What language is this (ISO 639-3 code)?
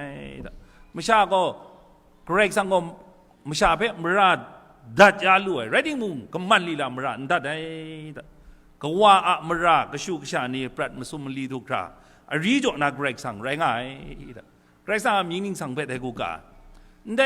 kac